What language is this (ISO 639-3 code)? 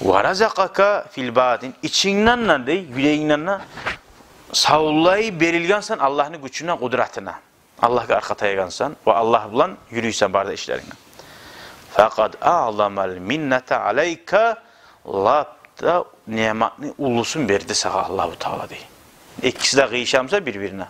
kum